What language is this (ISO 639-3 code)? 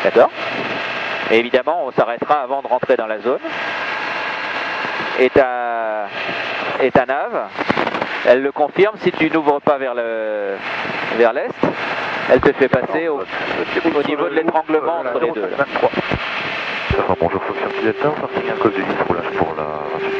fra